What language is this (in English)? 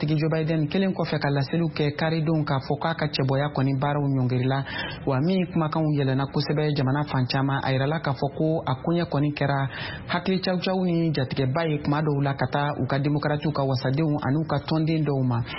Bambara